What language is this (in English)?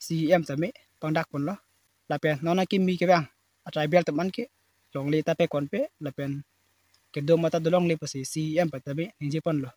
Karbi